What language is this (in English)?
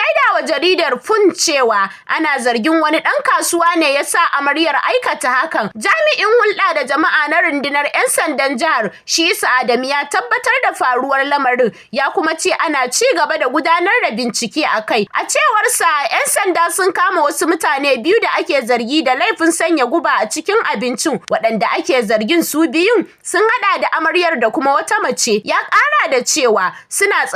Hausa